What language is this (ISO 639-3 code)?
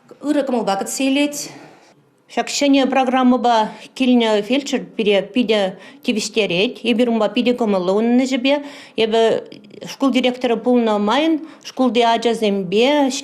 chv